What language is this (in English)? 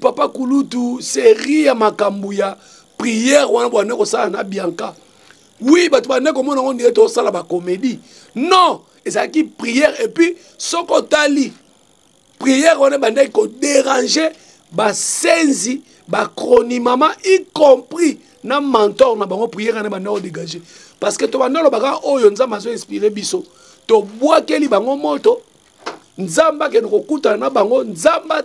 Lingala